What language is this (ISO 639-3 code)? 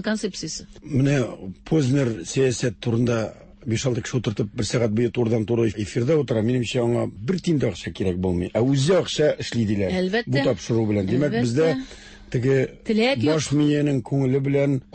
tat